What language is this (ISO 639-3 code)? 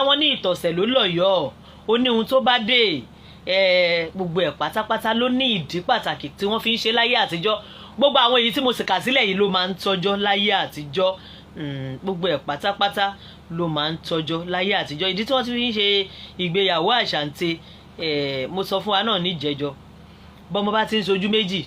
yor